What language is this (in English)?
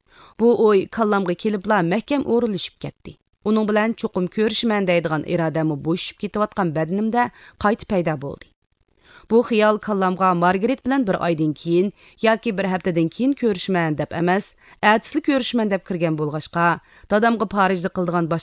Uyghur